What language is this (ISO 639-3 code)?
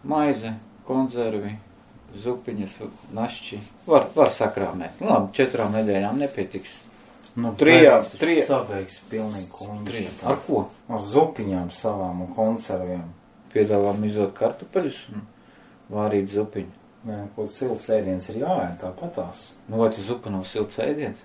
lav